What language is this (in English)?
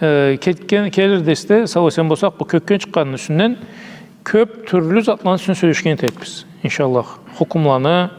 Karachay-Balkar